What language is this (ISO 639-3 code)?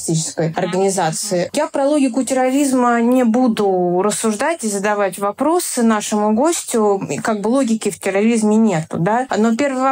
rus